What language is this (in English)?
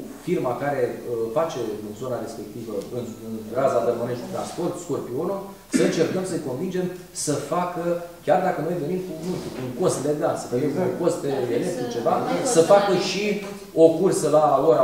Romanian